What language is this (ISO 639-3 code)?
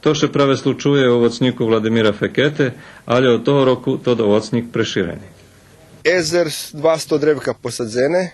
rue